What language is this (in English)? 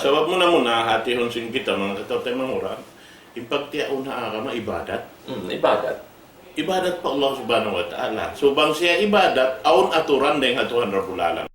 Tausug